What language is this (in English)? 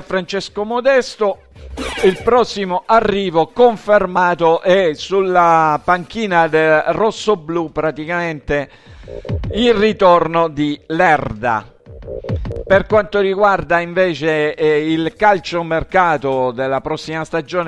Italian